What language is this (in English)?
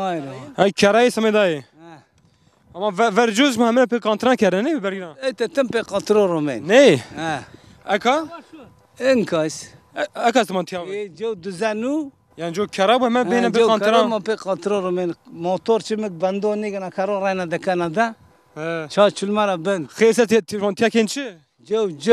Zaza